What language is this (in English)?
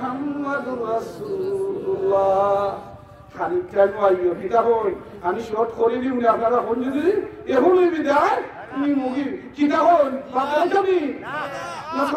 Sylheti